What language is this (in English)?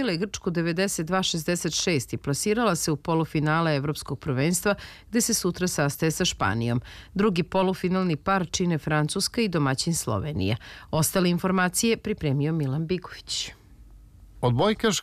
Serbian